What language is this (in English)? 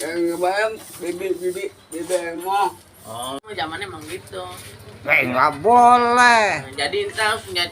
Betawi